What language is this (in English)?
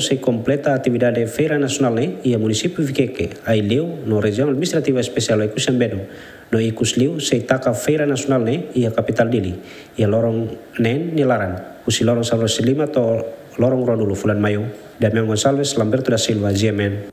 Tetum